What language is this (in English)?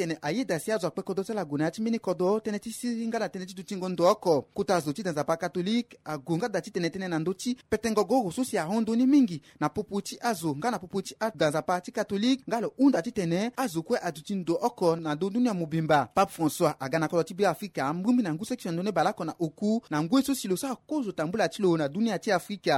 Sango